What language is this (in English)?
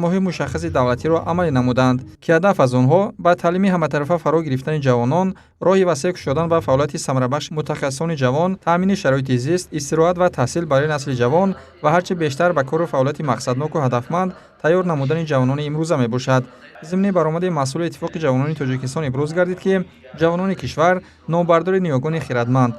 Tajik